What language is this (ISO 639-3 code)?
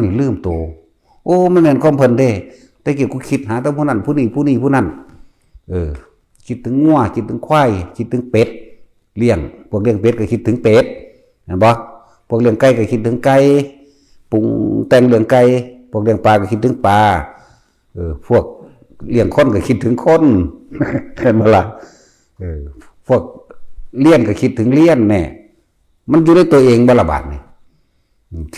tts